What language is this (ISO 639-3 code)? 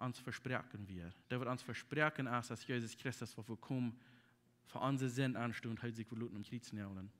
pdt